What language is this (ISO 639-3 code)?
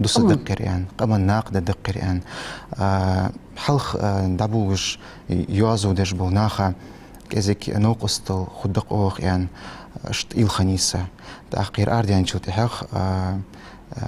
inh